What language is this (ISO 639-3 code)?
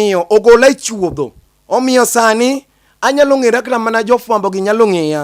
luo